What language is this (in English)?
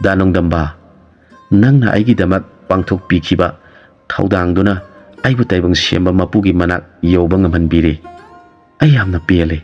Manipuri